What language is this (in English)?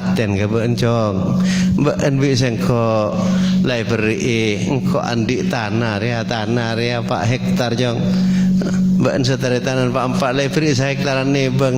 Madurese